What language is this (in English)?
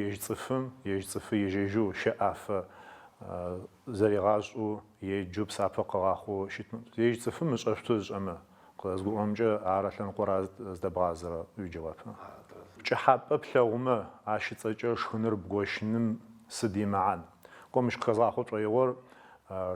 Adyghe